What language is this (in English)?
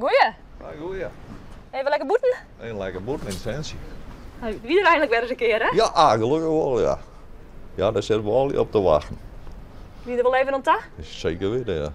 Western Frisian